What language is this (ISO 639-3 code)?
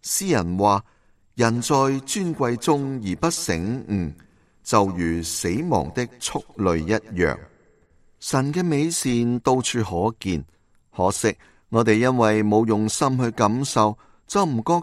yue